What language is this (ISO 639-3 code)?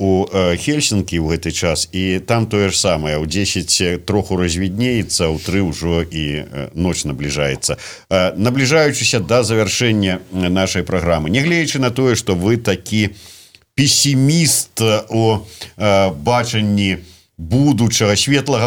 bel